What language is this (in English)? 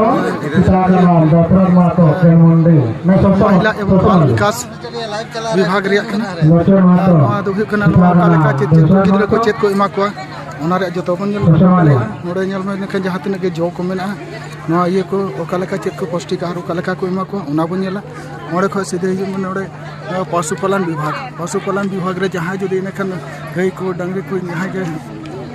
Santali